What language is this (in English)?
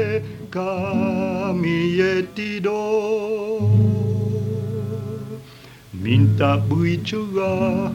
Malay